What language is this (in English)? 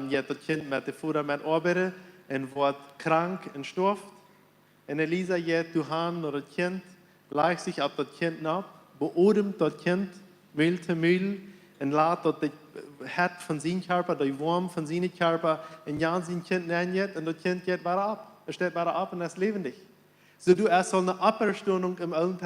Plautdietsch